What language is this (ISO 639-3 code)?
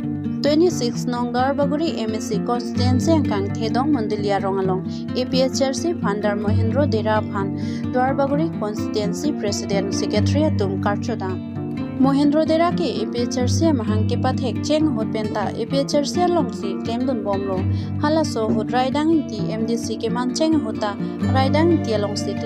mjw